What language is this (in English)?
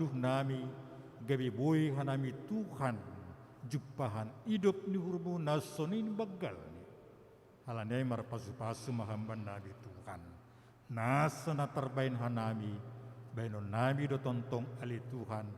Batak Simalungun